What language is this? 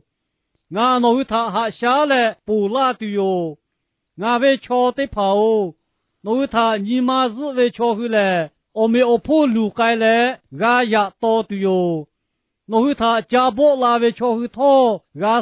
Lahu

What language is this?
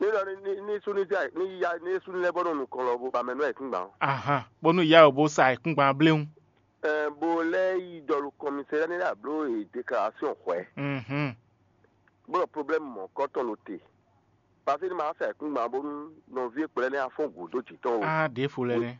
Fon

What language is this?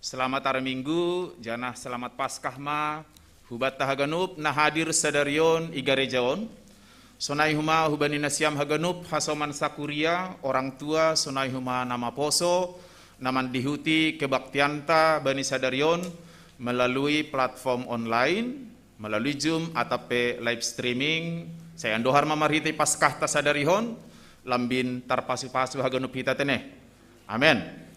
Batak Simalungun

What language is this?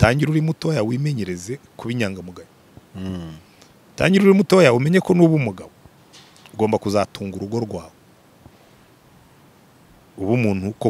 Kinyarwanda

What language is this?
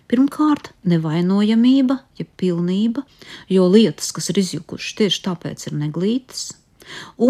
Latvian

